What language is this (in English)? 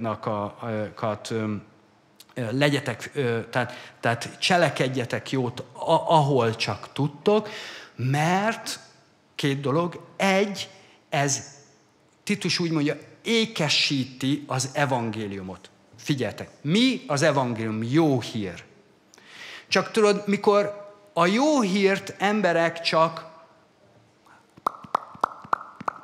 Hungarian